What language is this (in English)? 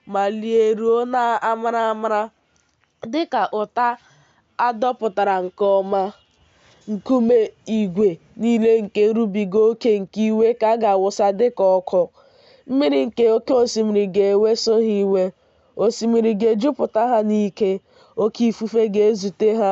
Igbo